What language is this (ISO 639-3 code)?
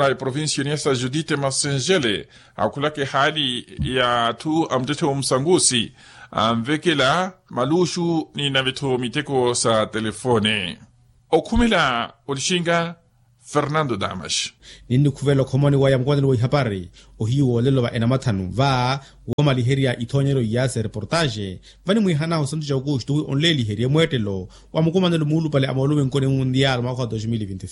vmw